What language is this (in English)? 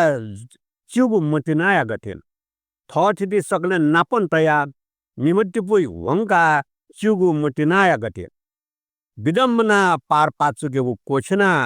Newari